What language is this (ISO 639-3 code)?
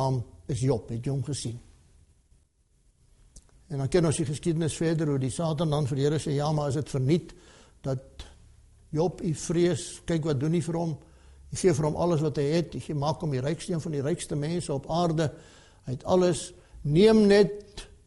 afr